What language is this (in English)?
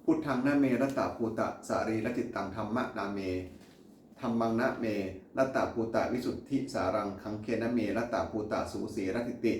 Pali